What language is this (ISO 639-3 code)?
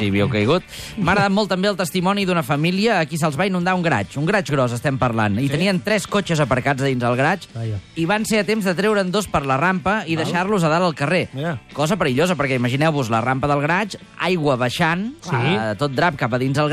cat